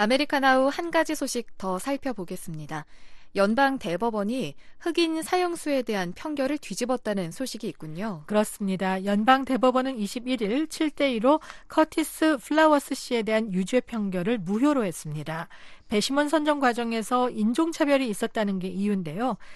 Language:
Korean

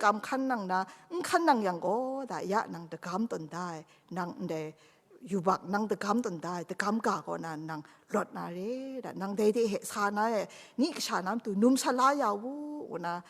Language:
Kachin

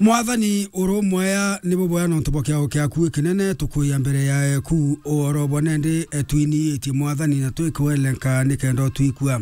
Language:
Meru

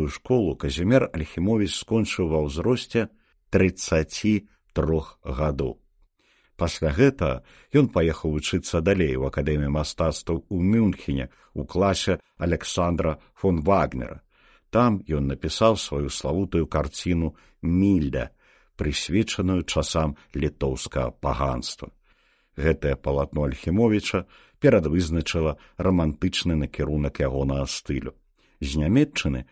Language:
Belarusian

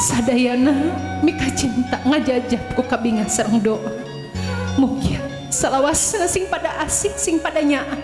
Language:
Sundanese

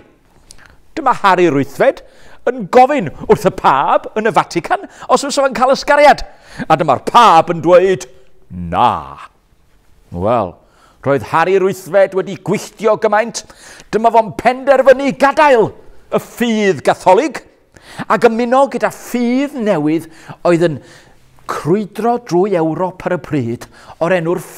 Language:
Welsh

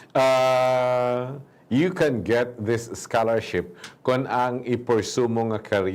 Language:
Hiligaynon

